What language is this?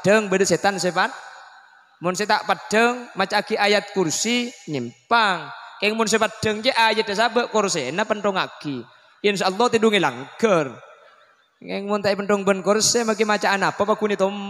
Madurese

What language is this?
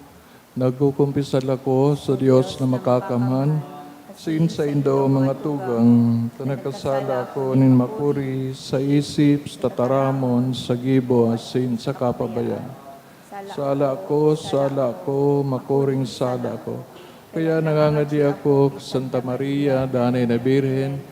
Bikol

